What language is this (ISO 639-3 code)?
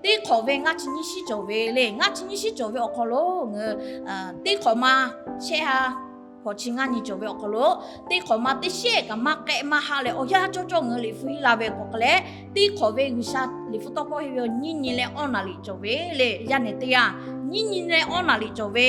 lhu